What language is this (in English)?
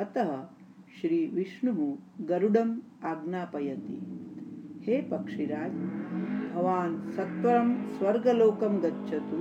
Sanskrit